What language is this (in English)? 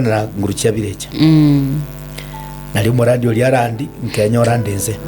Gusii